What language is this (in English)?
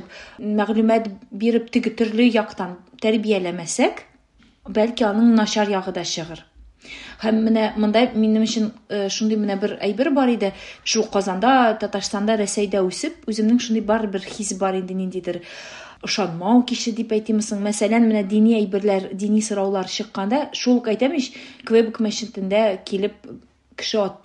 Tatar